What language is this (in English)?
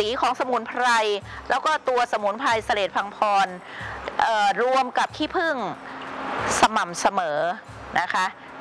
Thai